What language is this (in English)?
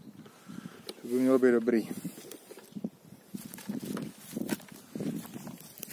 Czech